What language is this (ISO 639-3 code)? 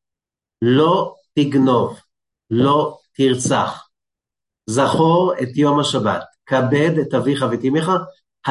heb